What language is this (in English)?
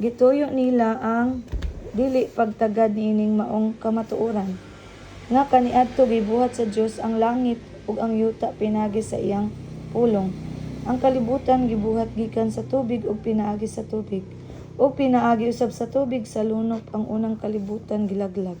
Cebuano